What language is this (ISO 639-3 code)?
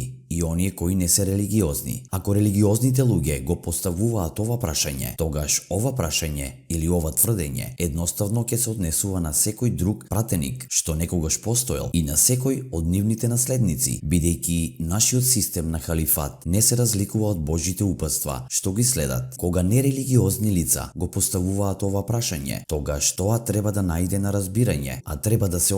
mkd